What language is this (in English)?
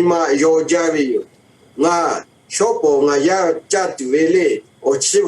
Lahu